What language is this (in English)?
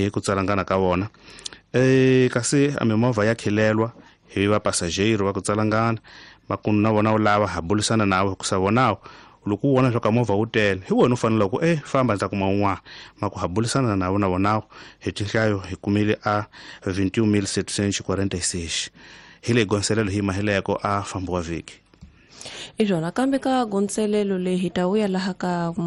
Tsonga